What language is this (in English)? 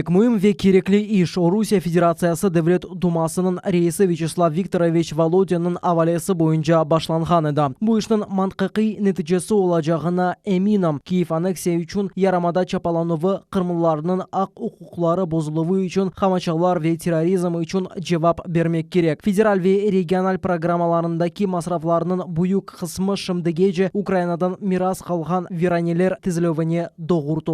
Crimean Tatar